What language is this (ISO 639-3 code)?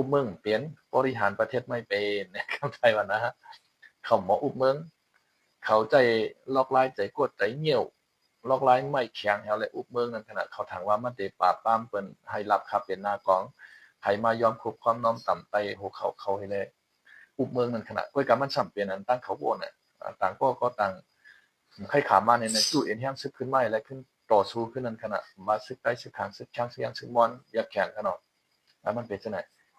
shn